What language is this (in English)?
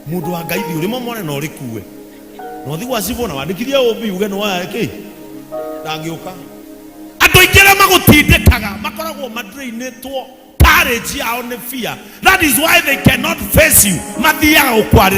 Kikuyu